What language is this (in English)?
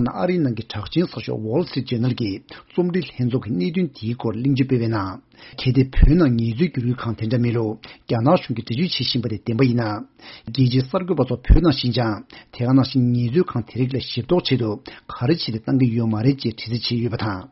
Tibetan